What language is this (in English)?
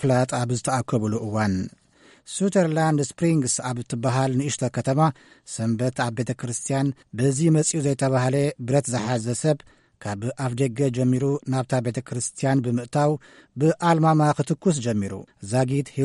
Tigrinya